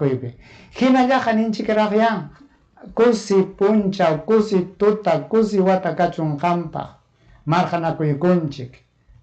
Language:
Ayacucho Quechua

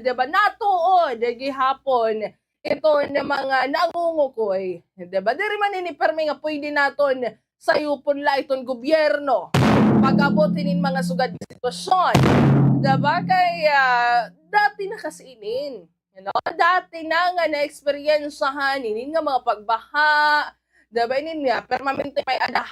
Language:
Waray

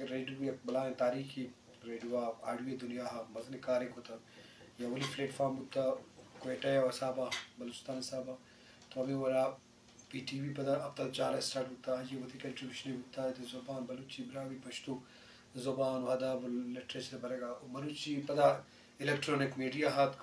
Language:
Eastern Balochi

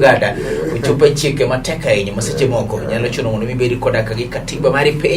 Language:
Luo (Kenya and Tanzania)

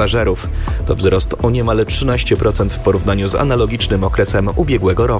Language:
Polish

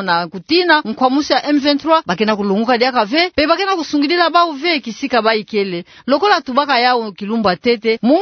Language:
Kituba (Democratic Republic of Congo)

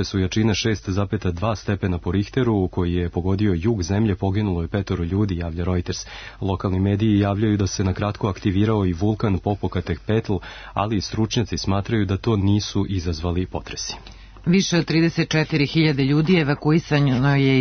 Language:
Serbian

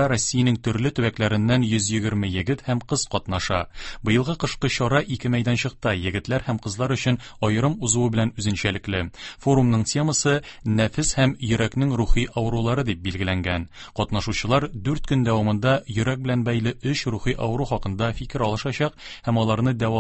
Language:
Tatar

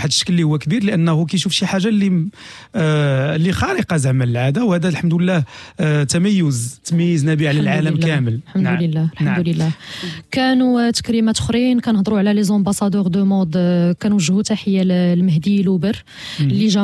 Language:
Moroccan Arabic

